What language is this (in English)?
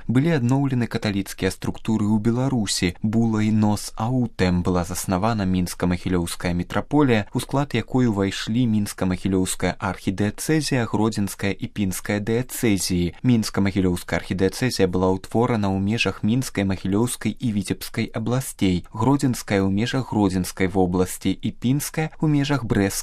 Belarusian